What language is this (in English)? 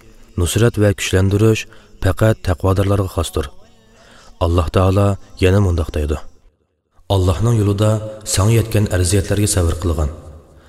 Uyghur